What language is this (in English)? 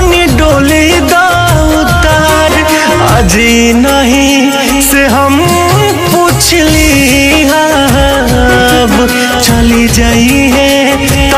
Bhojpuri